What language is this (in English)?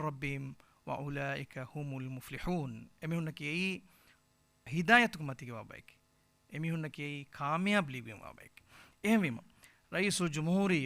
Divehi